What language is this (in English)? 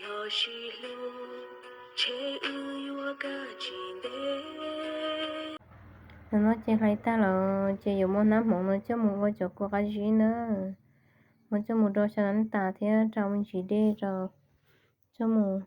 Hmong